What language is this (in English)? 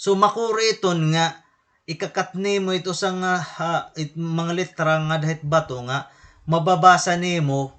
Waray